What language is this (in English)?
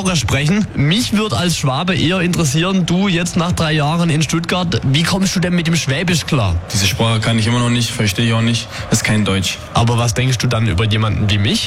German